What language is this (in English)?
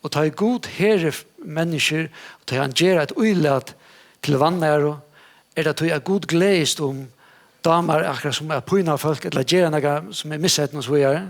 Faroese